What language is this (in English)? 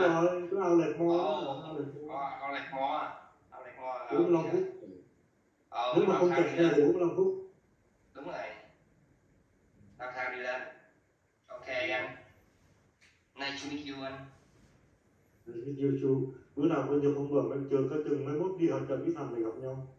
Vietnamese